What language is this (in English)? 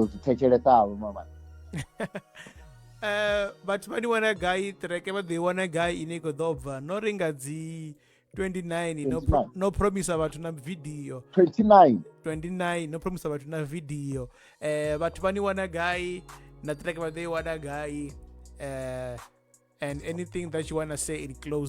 Venda